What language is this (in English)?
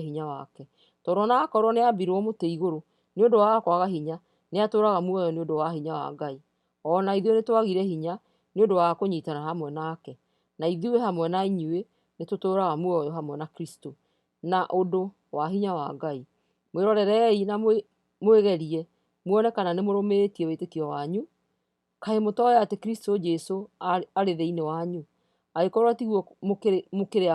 Kikuyu